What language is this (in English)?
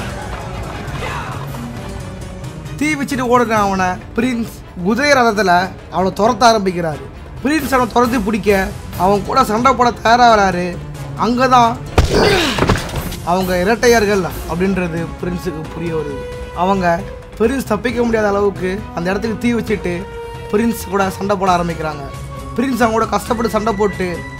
Tamil